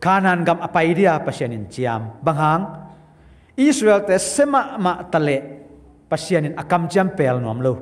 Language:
Tedim Chin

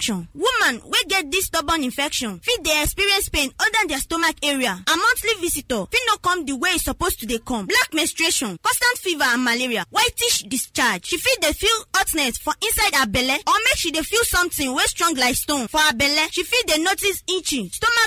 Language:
Nigerian Pidgin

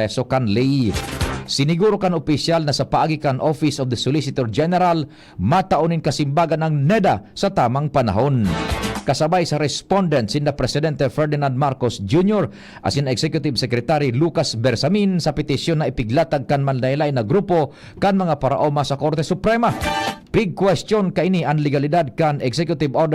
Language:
Bikol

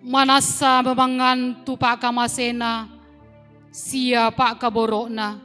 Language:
Toraja-Sa'dan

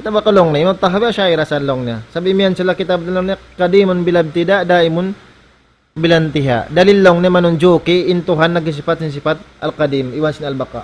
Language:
Tausug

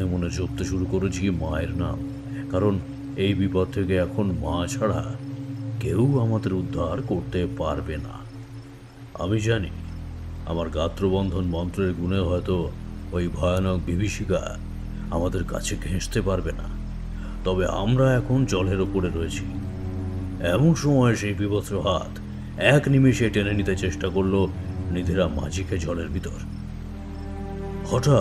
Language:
Bangla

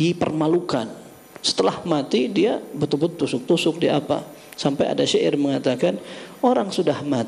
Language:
Indonesian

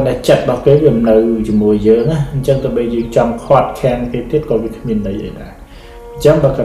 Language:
Khmer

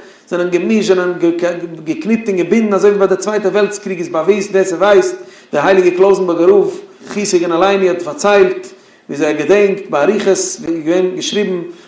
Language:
Yiddish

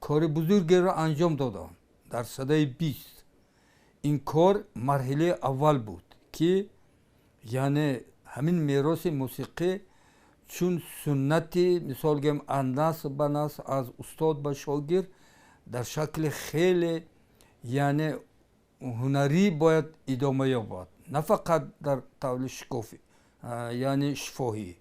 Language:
Tajik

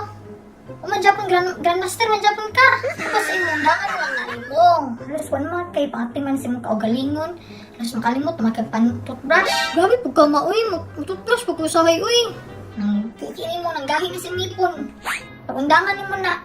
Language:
Cebuano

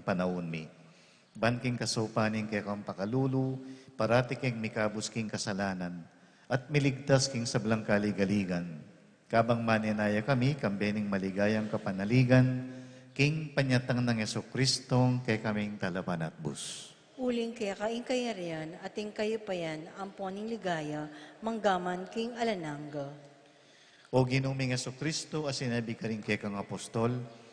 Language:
Pampanga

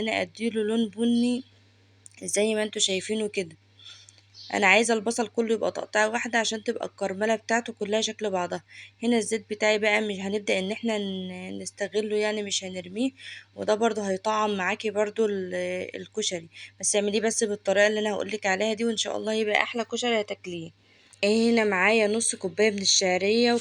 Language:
Egyptian Arabic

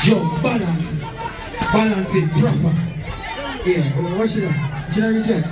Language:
Jamaican Creole English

